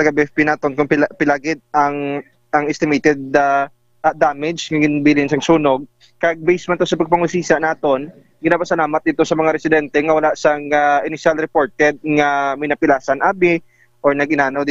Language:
Hiligaynon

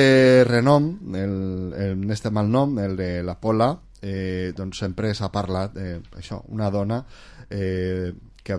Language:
Catalan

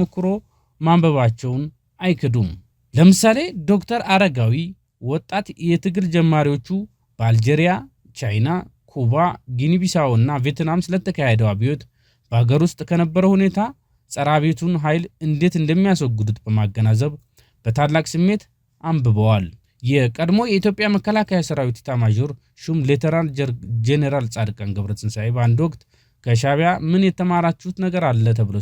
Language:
Amharic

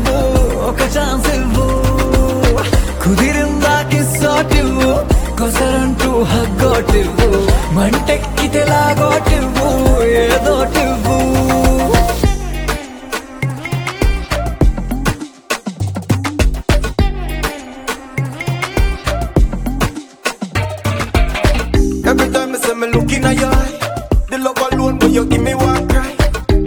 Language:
Telugu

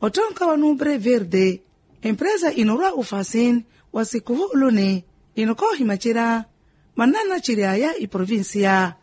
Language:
Makhuwa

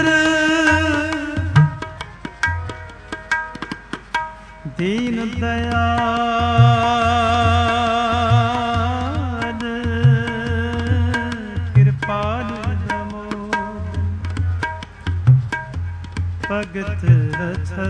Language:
Punjabi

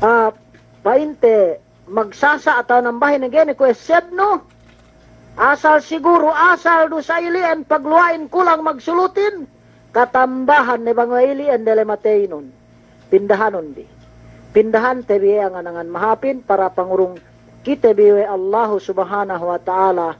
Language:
Yakan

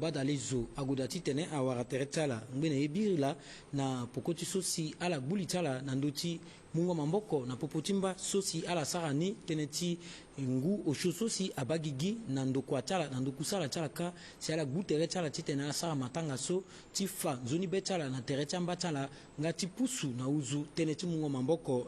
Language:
Sango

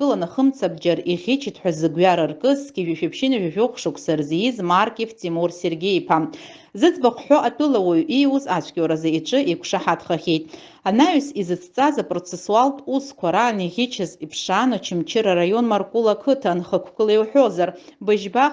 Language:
Abkhazian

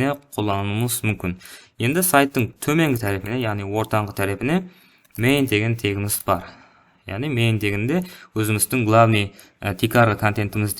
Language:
Kara-Kalpak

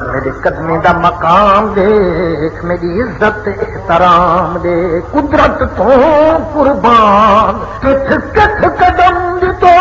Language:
Saraiki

